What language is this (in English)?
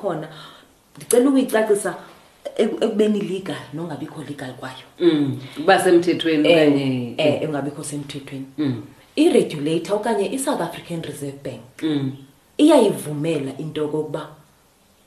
Xhosa